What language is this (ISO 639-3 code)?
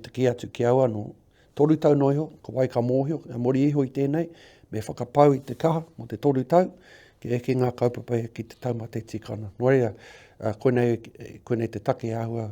mri